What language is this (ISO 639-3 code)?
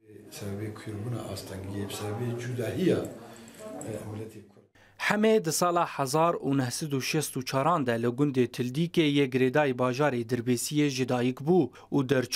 kur